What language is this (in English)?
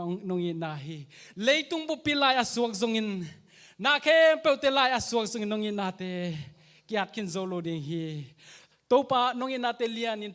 Tedim Chin